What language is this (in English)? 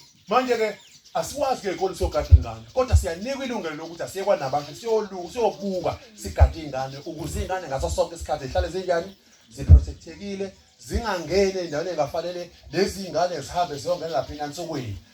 Zulu